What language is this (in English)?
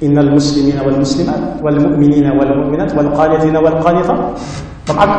Wolof